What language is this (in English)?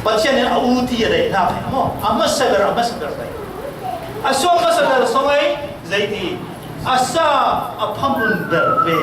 Falam Chin